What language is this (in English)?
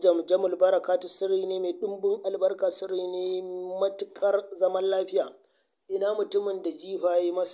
Hausa